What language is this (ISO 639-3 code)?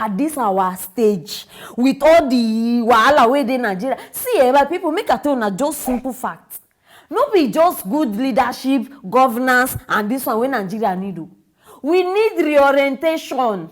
pcm